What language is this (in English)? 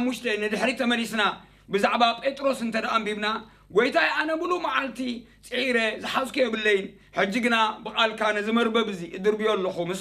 Tigrinya